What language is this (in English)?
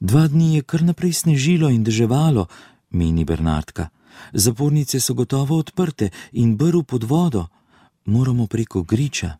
Slovenian